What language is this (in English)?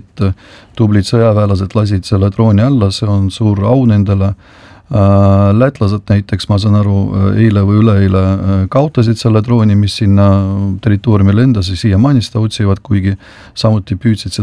Estonian